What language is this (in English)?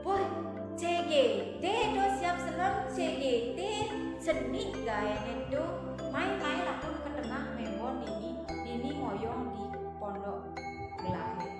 Balinese